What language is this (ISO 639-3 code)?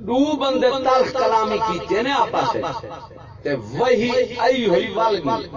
skr